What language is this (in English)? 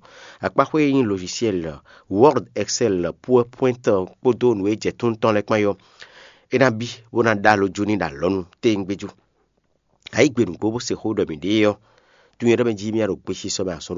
Fon